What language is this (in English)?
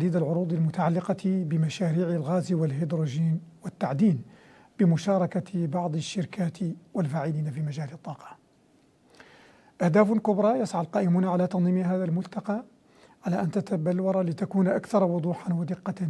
Arabic